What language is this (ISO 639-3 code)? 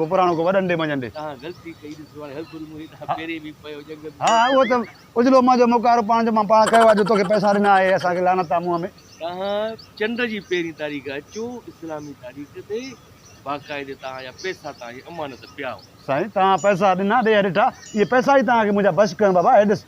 snd